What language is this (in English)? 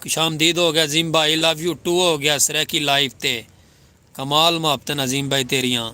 Saraiki